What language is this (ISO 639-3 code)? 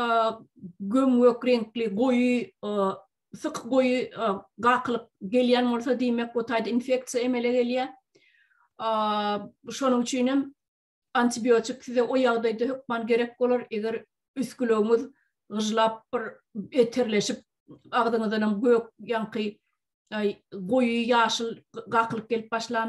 tuk